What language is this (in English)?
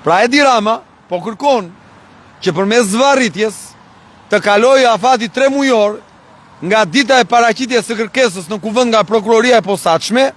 Albanian